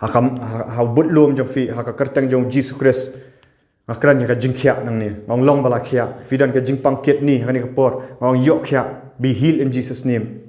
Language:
Khasi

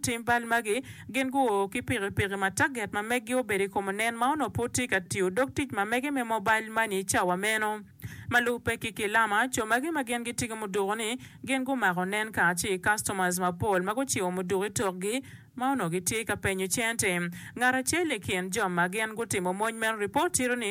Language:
Acoli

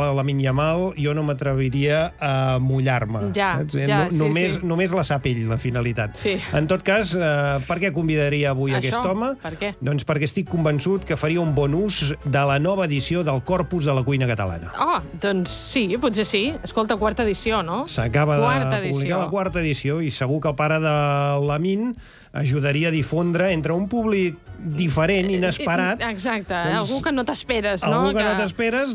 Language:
Catalan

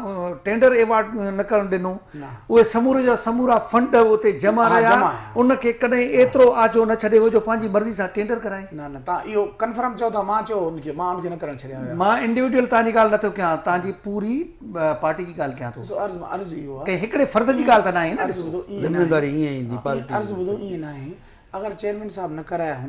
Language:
Sindhi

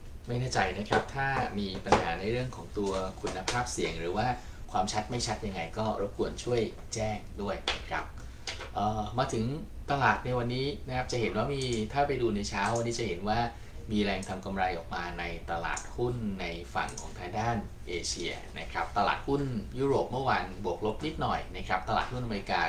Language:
Thai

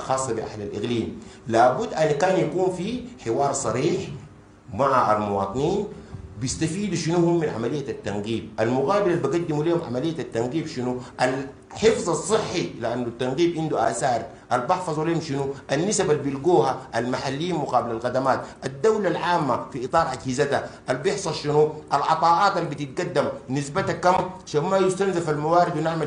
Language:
Sudanese Arabic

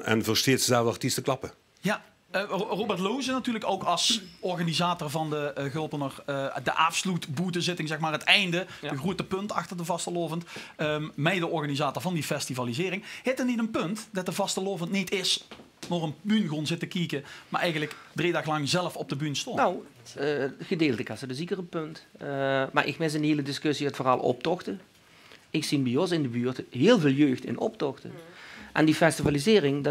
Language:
Limburgish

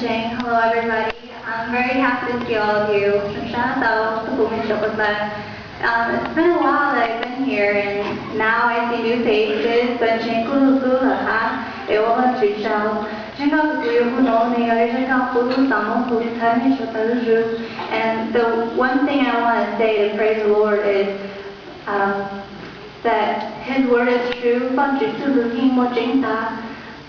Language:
Hmong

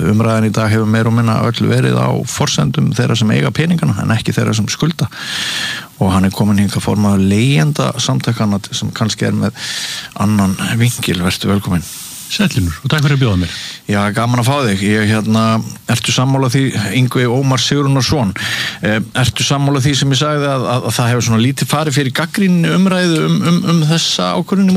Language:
Icelandic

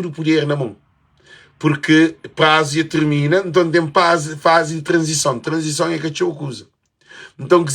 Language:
Kabuverdianu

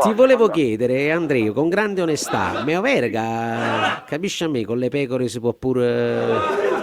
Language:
Neapolitan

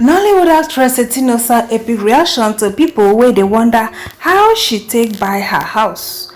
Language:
Nigerian Pidgin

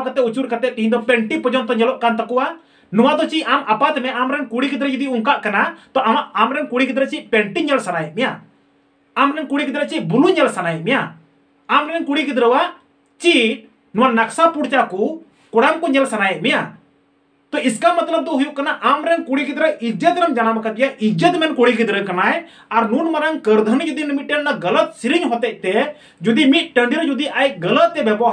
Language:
Santali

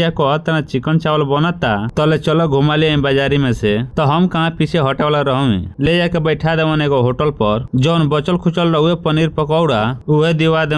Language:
Bhojpuri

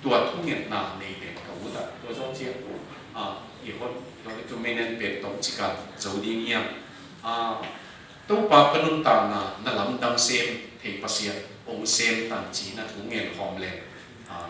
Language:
Tedim Chin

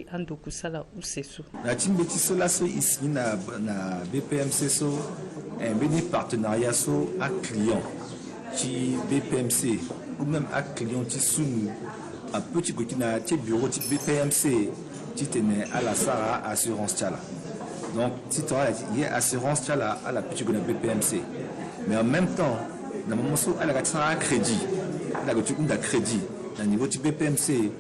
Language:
Sango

